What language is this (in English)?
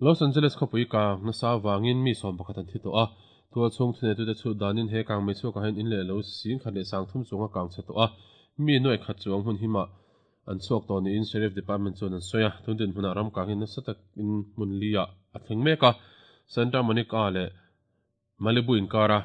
Mizo